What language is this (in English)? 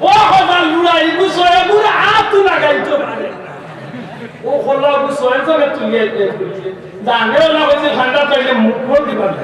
Sylheti